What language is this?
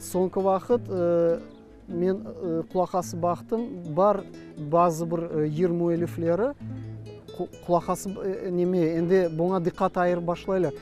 Crimean Tatar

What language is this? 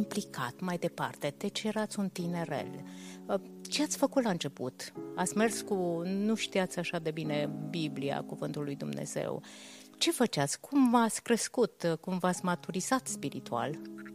Romanian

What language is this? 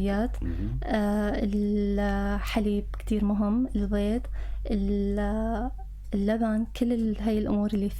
North Levantine Arabic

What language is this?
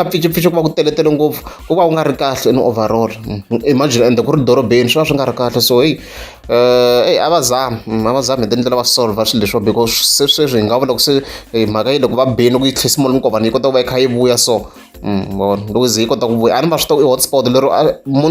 Tsonga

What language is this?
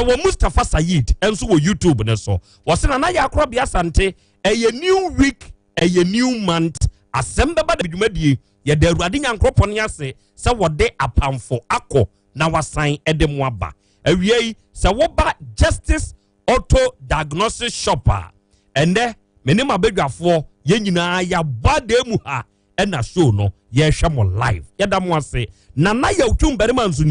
Akan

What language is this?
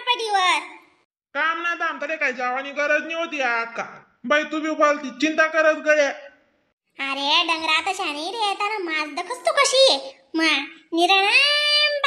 Khandesi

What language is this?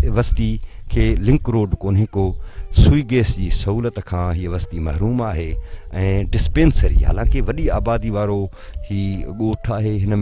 Sindhi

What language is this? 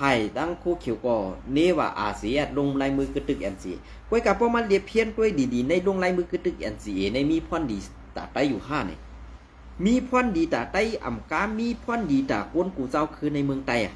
Shan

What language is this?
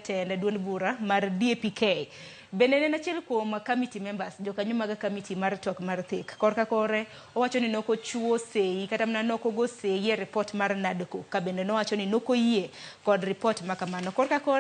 Luo (Kenya and Tanzania)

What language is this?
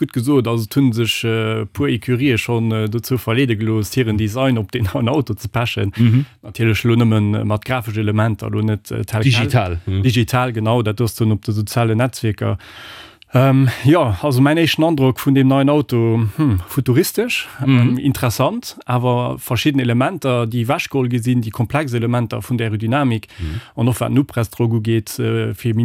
Luxembourgish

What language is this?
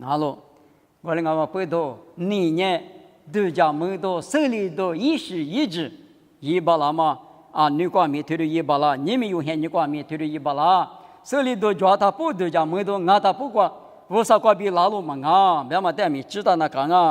Lisu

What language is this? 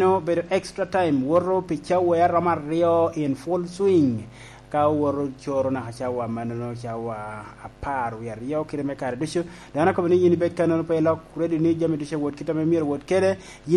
Lango (Uganda)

